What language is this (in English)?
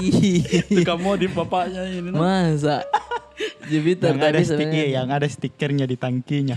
Makassar Malay